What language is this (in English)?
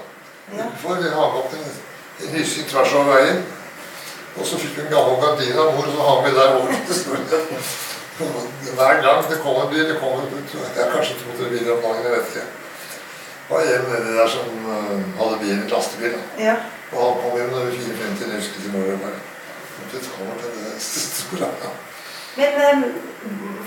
Norwegian